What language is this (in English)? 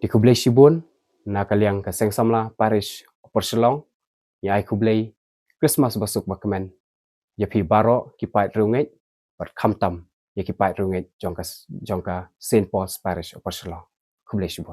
Khasi